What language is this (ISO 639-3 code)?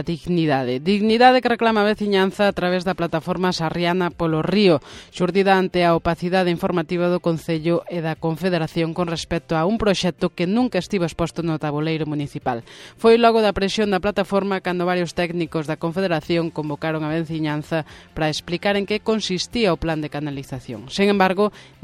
glg